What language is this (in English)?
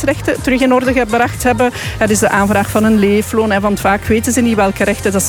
Dutch